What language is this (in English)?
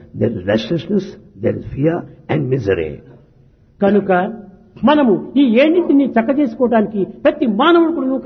Telugu